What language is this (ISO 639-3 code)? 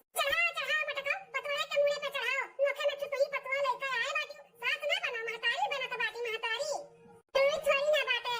awa